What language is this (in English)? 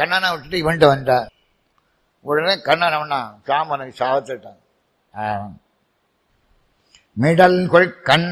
Tamil